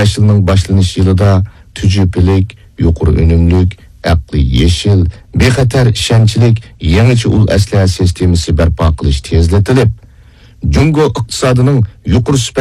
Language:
Uyghur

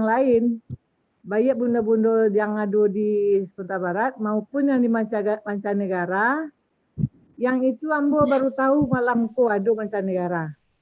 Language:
Minangkabau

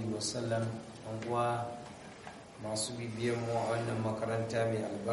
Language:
Hausa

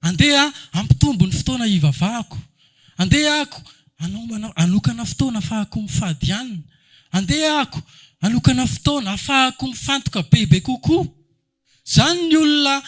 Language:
Malagasy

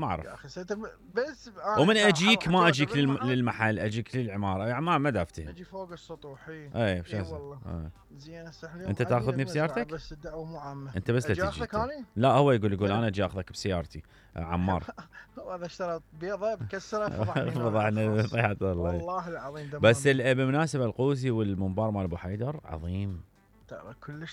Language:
Mesopotamian Arabic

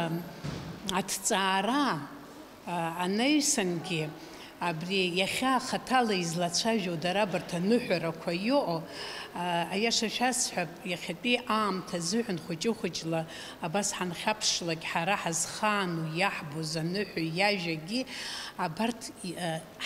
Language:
Abkhazian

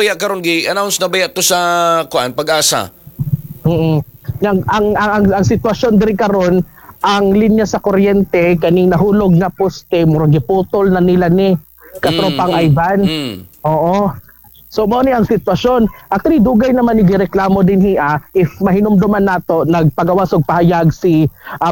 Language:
Cebuano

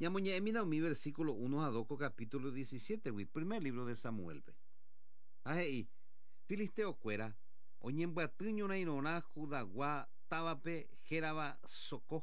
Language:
Guarani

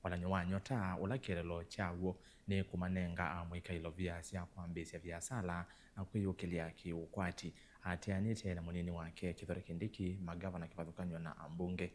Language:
Kamba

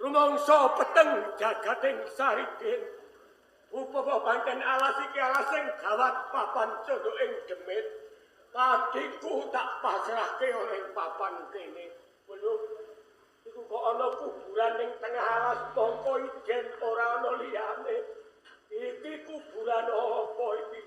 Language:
Javanese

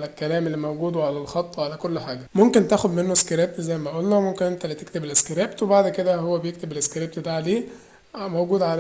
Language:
Egyptian Arabic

